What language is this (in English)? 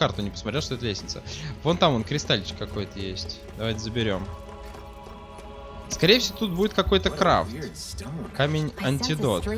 Russian